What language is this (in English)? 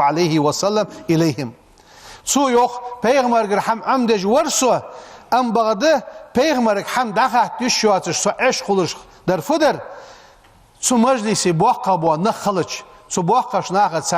Ingush